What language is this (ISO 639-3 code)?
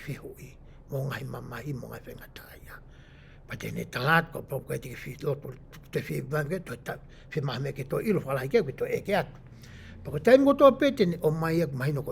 ton